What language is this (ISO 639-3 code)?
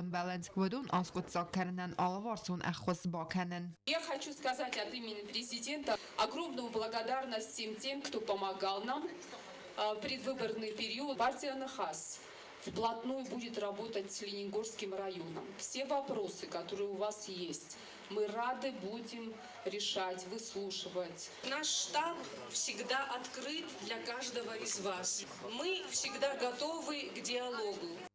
oss